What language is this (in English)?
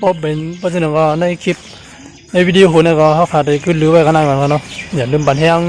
Shan